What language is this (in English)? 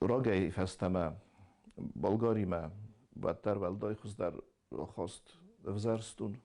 Ossetic